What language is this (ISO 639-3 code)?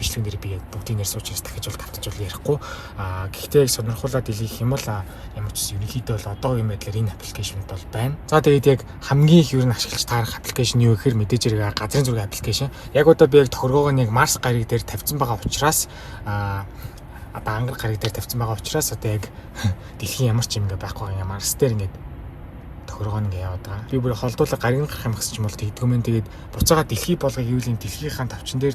mon